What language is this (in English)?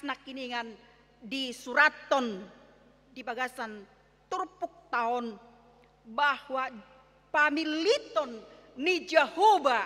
Batak Toba